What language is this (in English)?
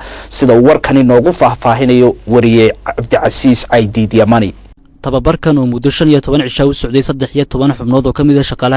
Somali